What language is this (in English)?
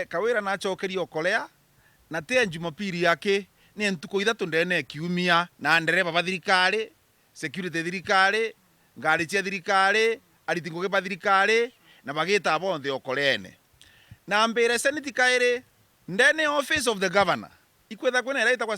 Meru